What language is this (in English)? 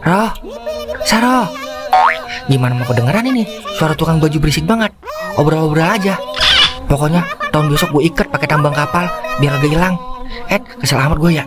Betawi